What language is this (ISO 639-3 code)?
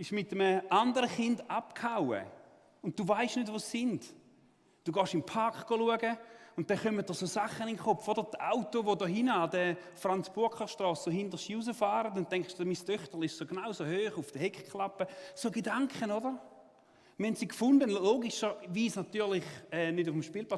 gsw